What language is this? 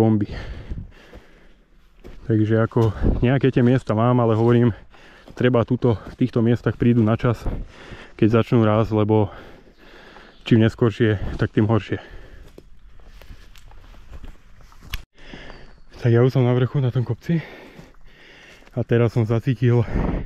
Slovak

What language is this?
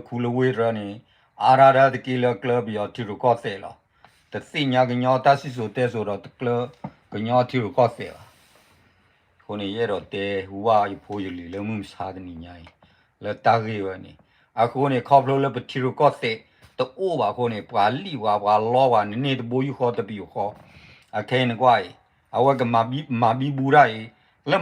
S'gaw Karen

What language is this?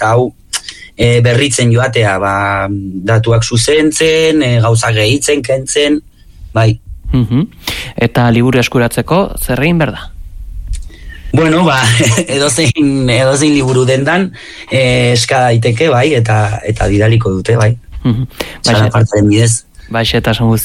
Basque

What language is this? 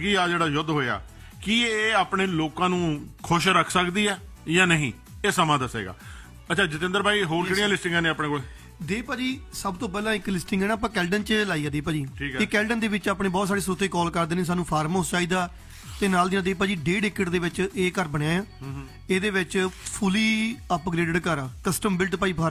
Punjabi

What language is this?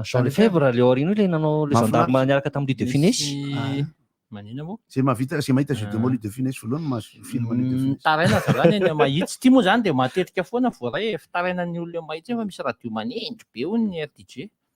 Malagasy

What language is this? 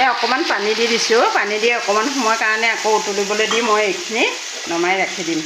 Assamese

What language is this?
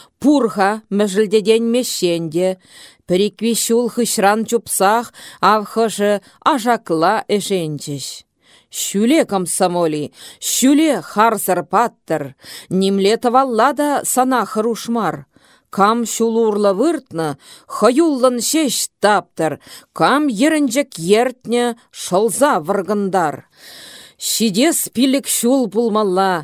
Chuvash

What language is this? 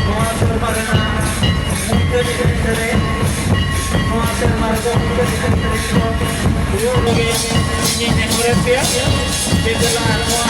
Santali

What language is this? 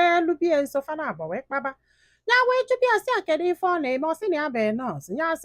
Igbo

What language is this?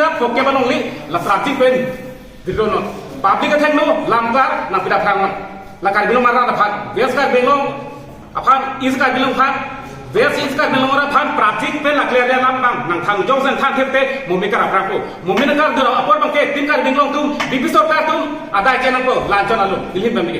Karbi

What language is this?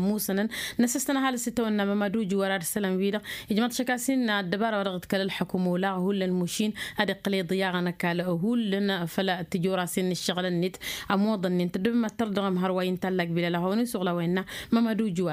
Tamasheq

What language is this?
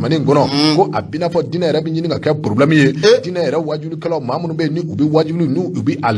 Bambara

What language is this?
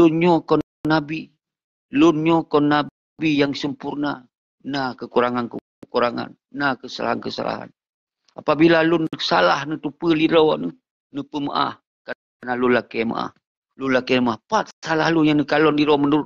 Achinese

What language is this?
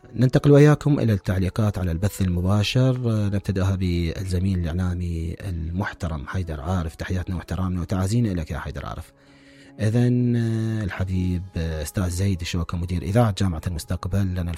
Mesopotamian Arabic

